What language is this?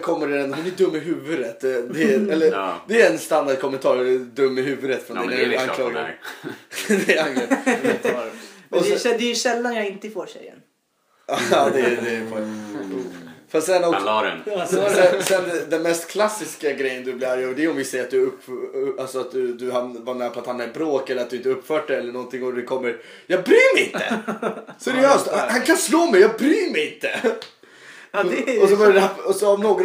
Swedish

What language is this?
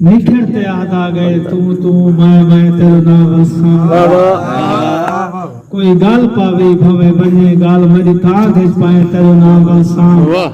Saraiki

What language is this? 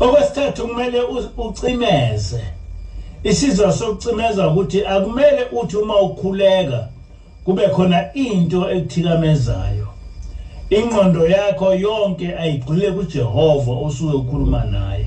Zulu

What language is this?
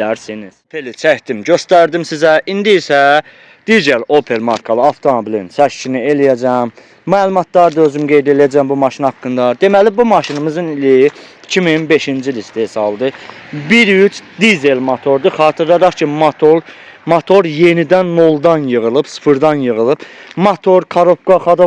Azerbaijani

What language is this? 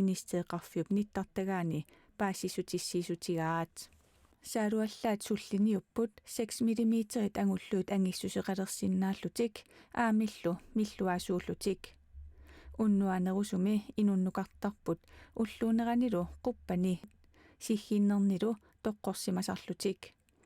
Kalaallisut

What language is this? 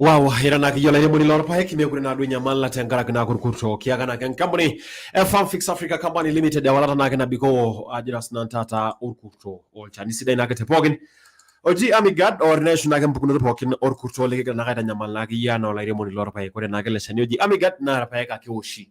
Masai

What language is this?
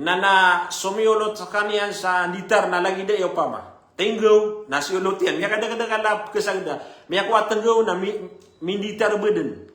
Maranao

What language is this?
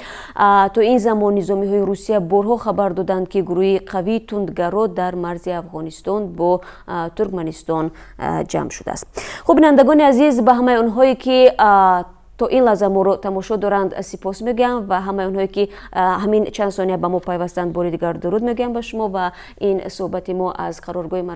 Tajik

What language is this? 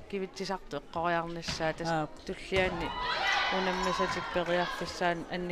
Kalaallisut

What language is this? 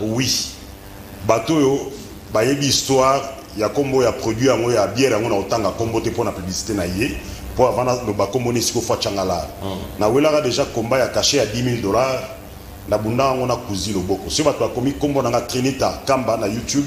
Lingala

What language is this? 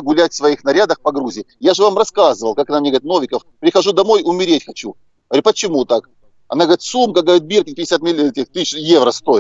Russian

